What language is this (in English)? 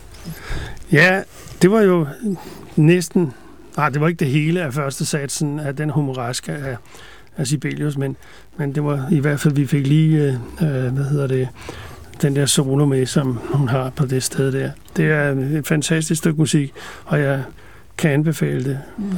Danish